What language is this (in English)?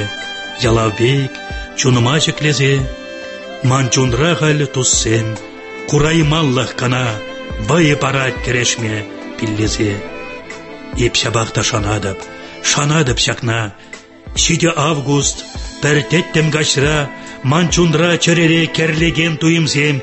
Tatar